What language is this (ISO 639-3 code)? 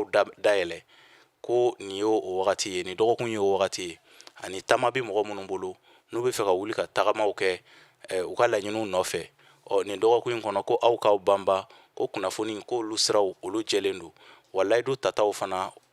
bam